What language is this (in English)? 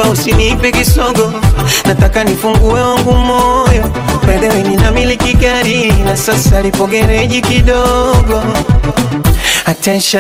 Swahili